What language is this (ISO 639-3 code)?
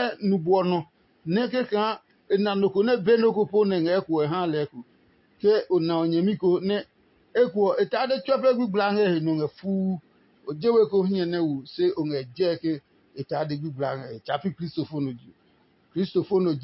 ada